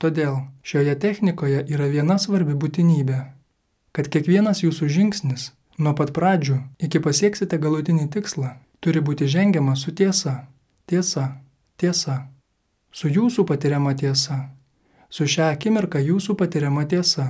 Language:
Lithuanian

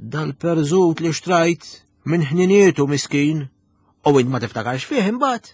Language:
Maltese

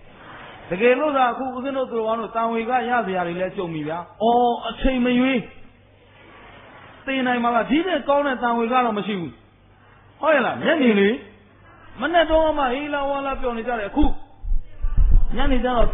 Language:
Burmese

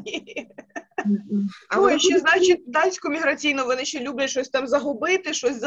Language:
Ukrainian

